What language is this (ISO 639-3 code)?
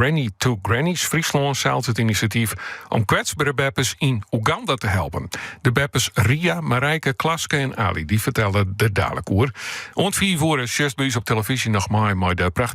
fry